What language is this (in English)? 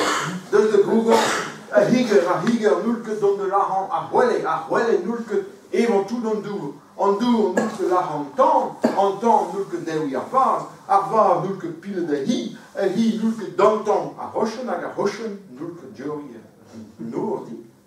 Breton